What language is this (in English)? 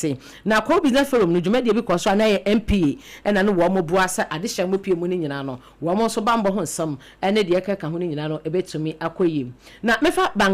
Akan